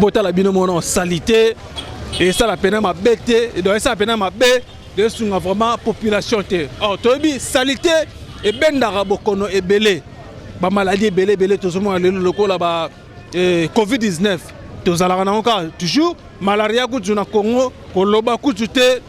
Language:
Lingala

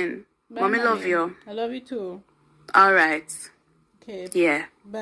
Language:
Jamaican Creole English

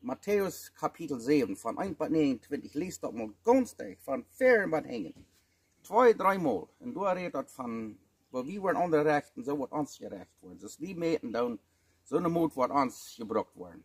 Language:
Plautdietsch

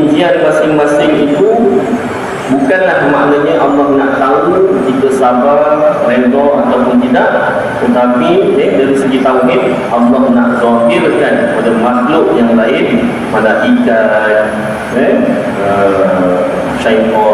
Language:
Malay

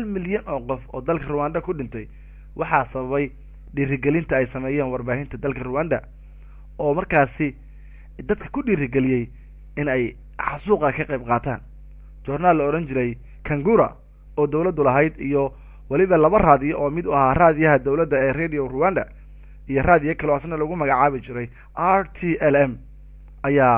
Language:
Somali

